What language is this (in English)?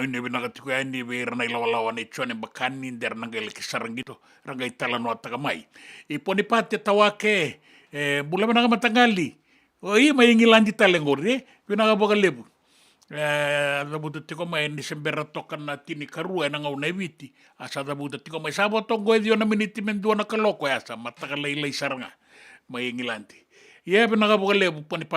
Fijian